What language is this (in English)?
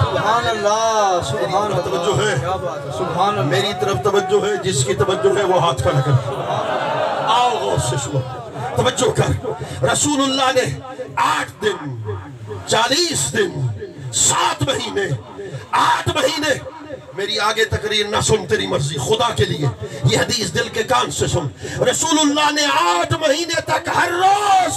Saraiki